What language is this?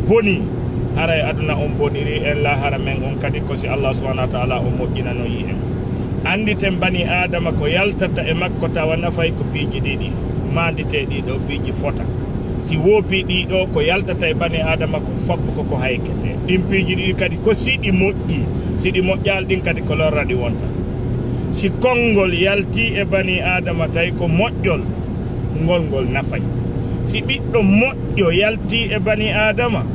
Fula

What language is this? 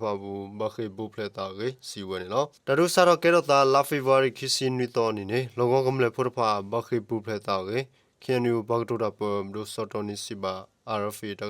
S'gaw Karen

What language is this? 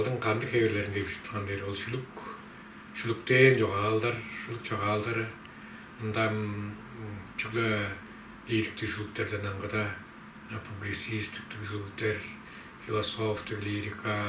Tuvinian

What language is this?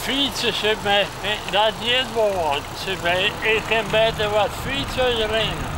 Western Frisian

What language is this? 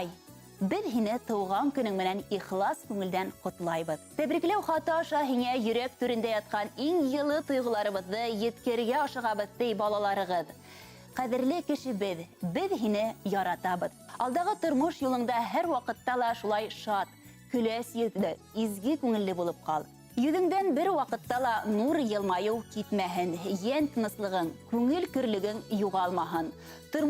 Bashkir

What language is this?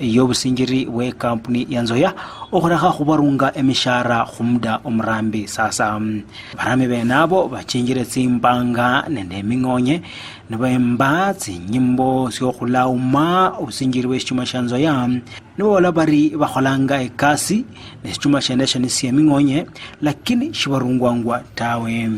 Luyia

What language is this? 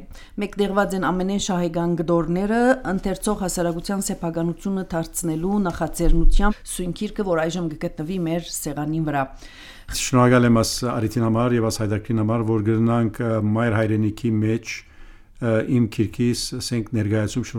Armenian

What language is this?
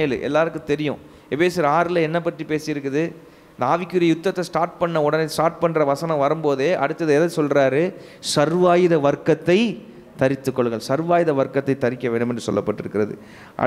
Tamil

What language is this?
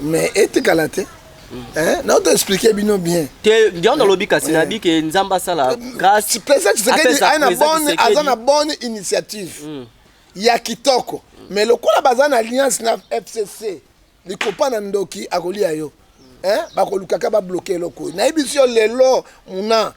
Lingala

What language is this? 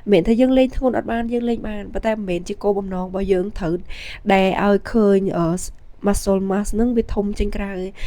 Khmer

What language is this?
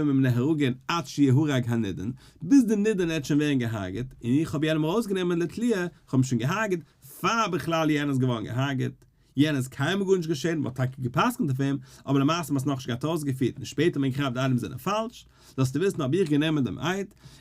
Yiddish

